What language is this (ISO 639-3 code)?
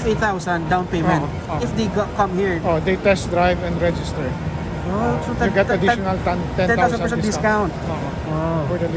hil